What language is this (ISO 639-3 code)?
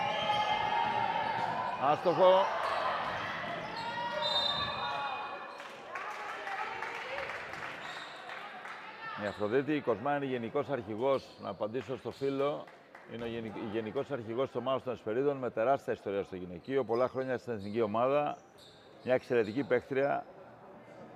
ell